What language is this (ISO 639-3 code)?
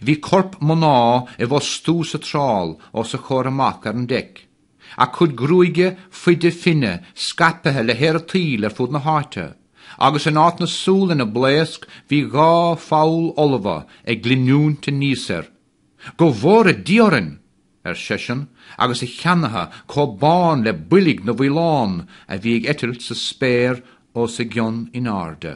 gle